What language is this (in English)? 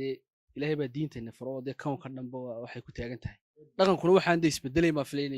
Somali